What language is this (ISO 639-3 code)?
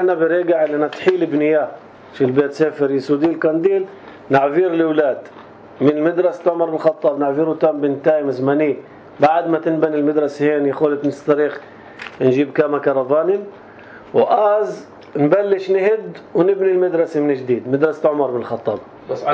apc